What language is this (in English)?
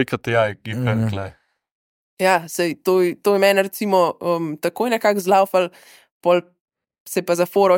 Slovenian